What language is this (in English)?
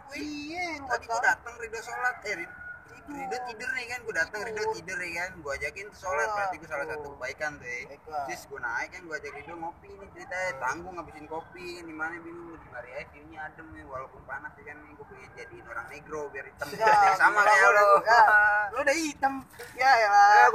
Betawi